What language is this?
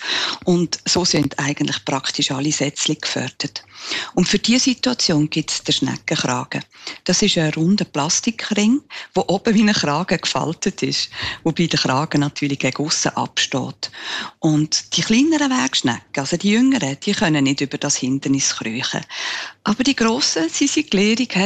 German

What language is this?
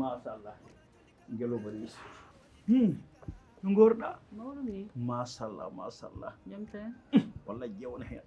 Fula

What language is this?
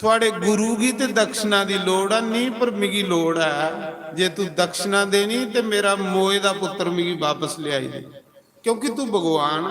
Dogri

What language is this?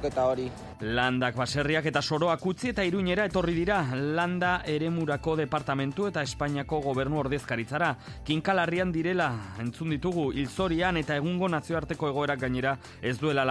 Basque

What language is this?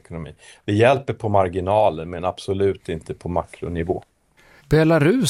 Swedish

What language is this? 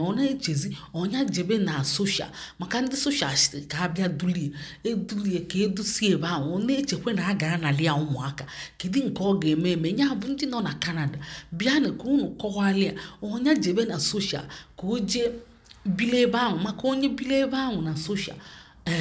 Igbo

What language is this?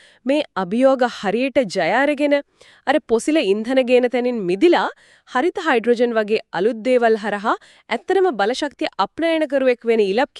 Sinhala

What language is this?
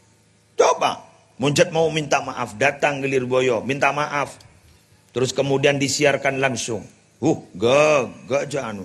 Madurese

